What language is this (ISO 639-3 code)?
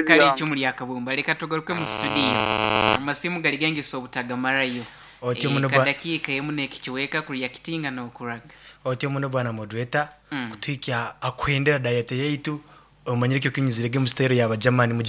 nyo